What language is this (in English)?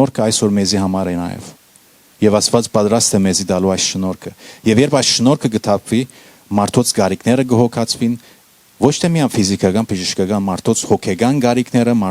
Western Armenian